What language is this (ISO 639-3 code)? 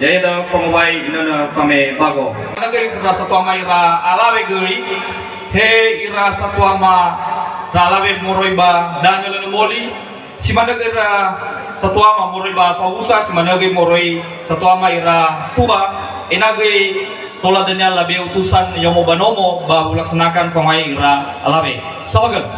nia